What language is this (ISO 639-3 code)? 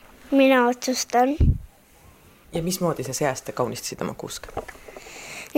est